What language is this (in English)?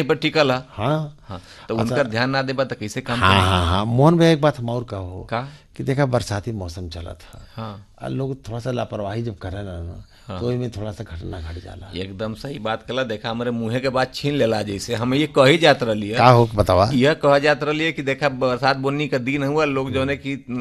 Bhojpuri